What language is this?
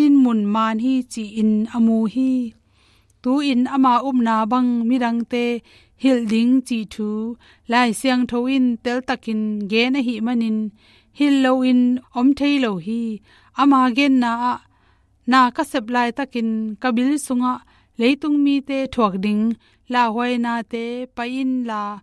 Tedim Chin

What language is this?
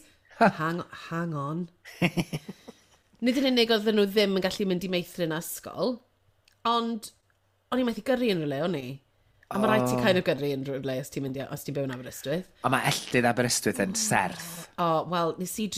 Welsh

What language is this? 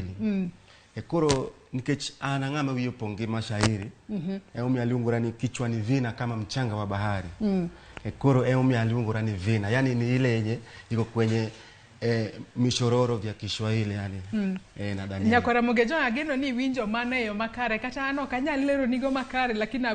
Luo (Kenya and Tanzania)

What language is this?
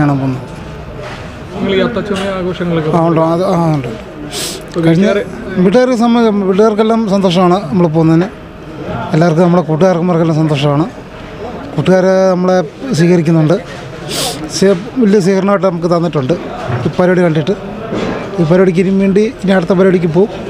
Malayalam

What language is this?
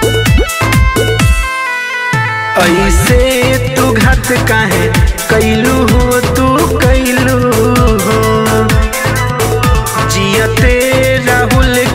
Bhojpuri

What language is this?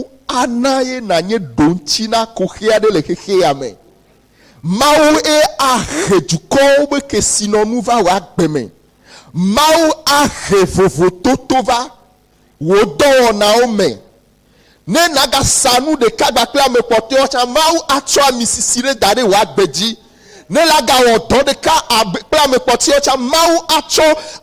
Ewe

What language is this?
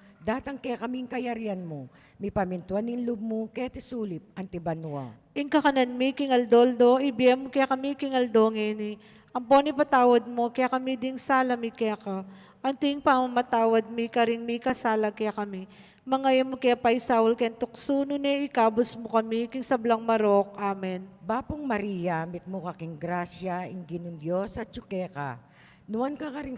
Pampanga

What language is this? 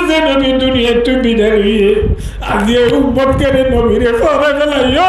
Rohingya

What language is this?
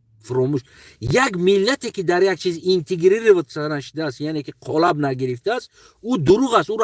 Tajik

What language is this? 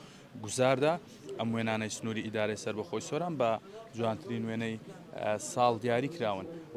Central Kurdish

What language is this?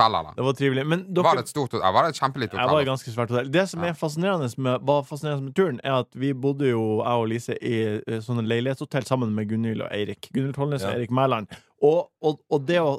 Norwegian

